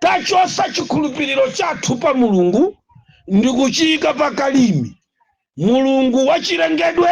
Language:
Nyanja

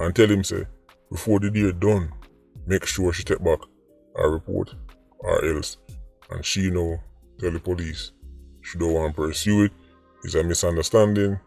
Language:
Jamaican Creole English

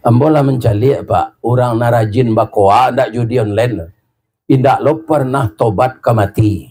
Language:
Minangkabau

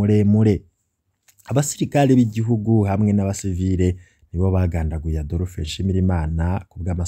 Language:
Rundi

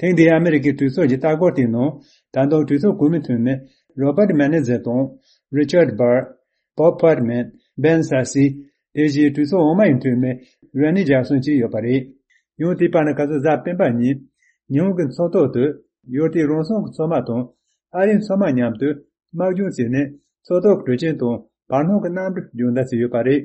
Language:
Tibetan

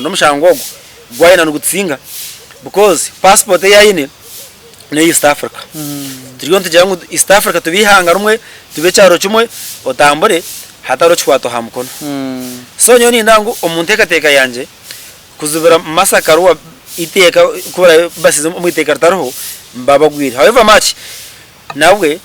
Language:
Nyankole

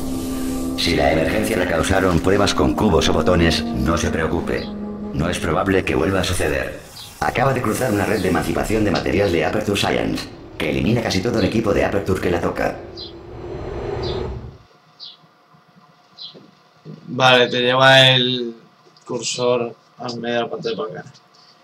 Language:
Spanish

